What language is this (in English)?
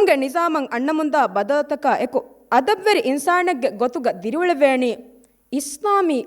Divehi